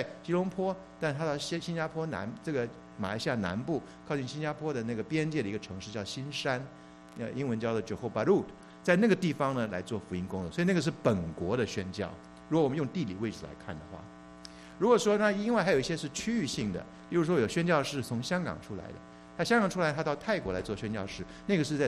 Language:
Chinese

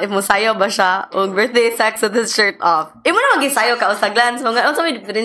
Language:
Cebuano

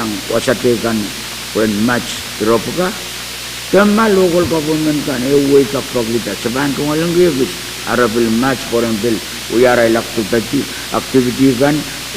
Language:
Pohnpeian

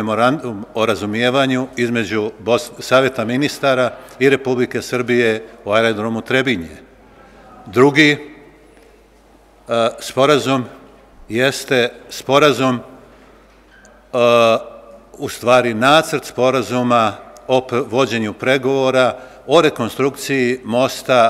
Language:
Bosnian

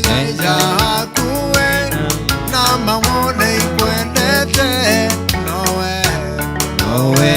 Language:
Meru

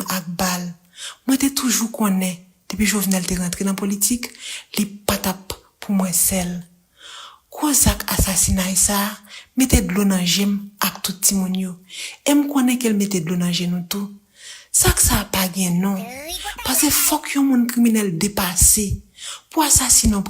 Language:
Haitian Creole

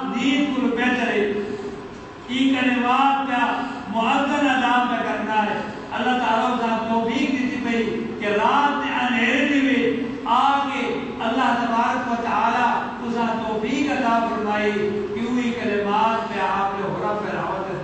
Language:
Urdu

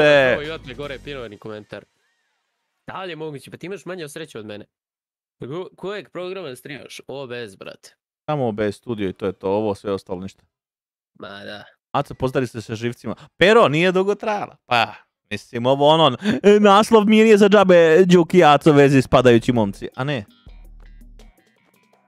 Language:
Serbian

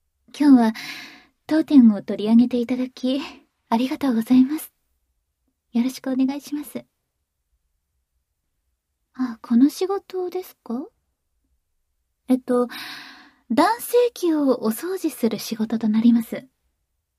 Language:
Japanese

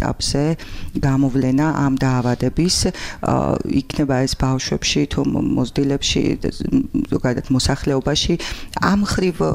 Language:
Georgian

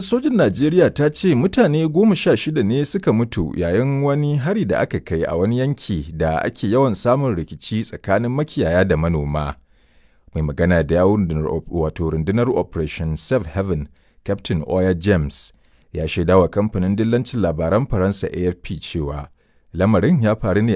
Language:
Hausa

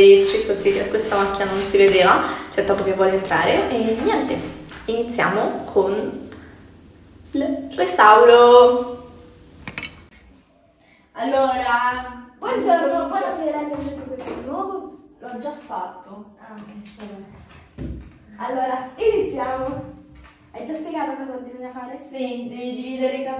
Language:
Italian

